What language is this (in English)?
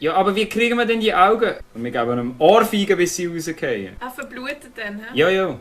Swiss German